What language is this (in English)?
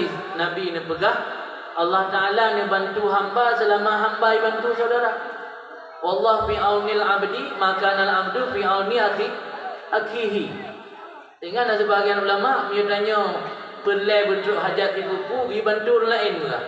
Achinese